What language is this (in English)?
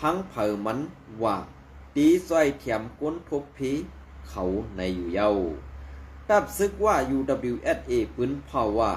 Shan